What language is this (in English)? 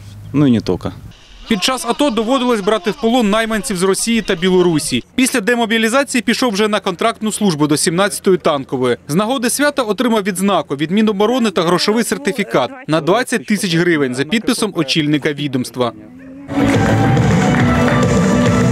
Ukrainian